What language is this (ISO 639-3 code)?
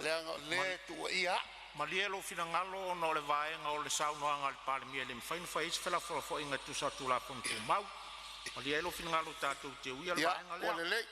smo